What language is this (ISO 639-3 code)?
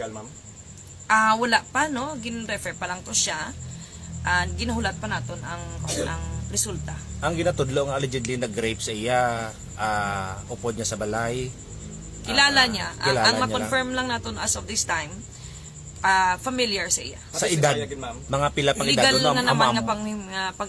hil